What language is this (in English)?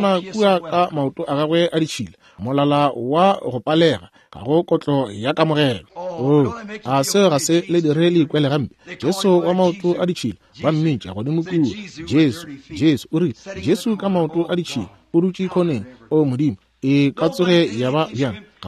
Northern Sotho